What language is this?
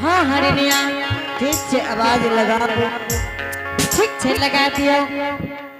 Angika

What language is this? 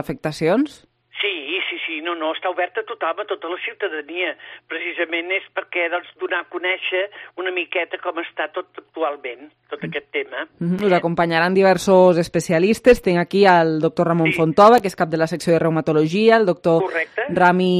Catalan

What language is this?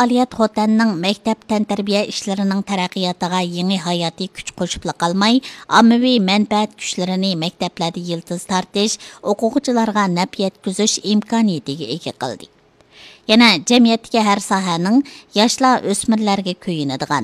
Uyghur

